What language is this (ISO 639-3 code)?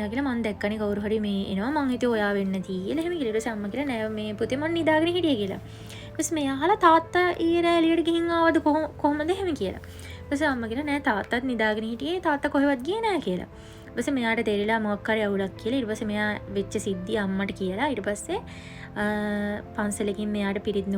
sin